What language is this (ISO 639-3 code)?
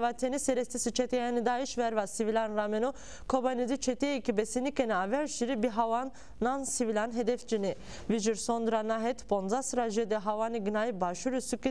zza